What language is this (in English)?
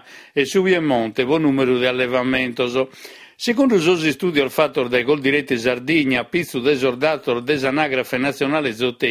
Sardinian